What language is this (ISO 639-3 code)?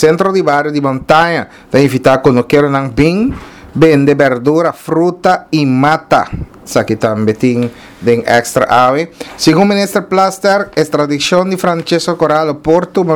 pap